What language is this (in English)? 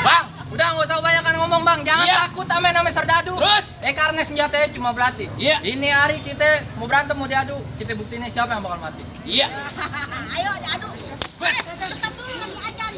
Betawi